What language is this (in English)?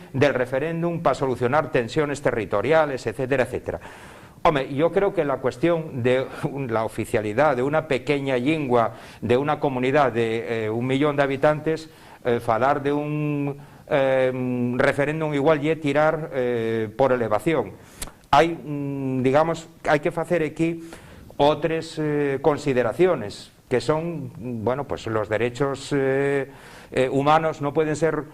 Asturian